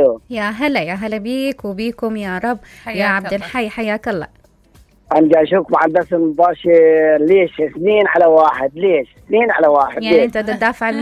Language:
Mesopotamian Arabic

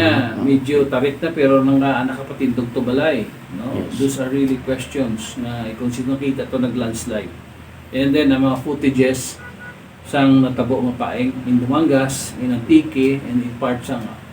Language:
Hiligaynon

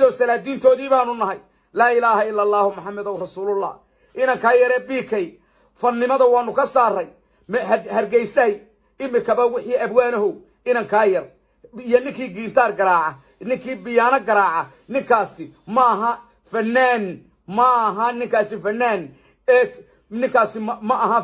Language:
Somali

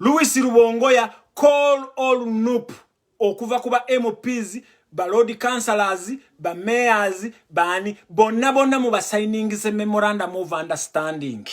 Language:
Ganda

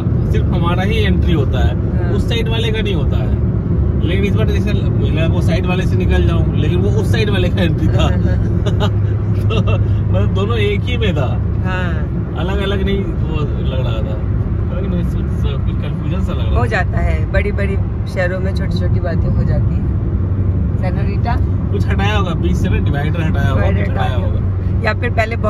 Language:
Hindi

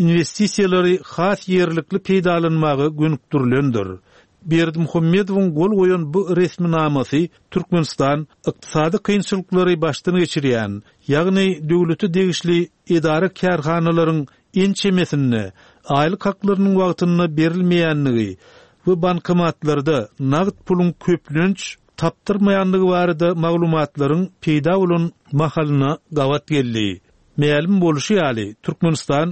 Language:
Turkmen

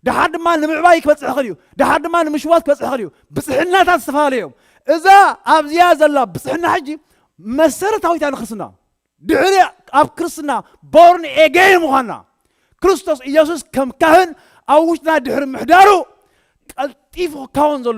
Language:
Tigrinya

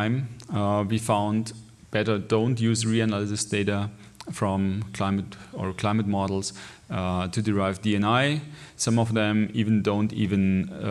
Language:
English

